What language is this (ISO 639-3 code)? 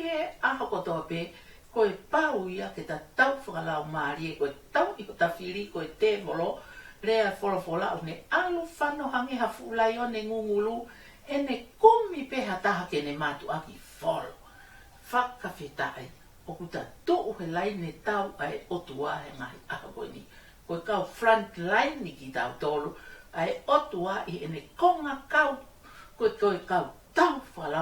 ton